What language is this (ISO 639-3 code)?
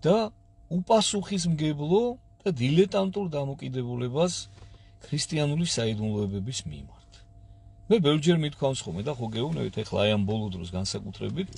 kat